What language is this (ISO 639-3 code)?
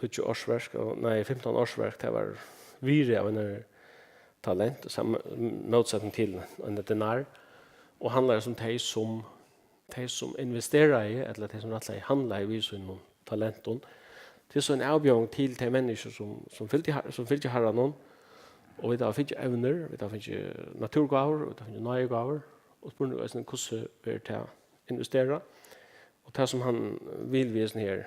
fao